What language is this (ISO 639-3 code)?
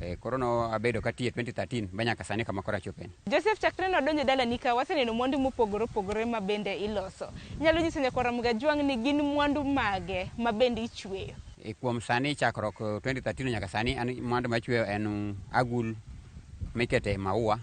luo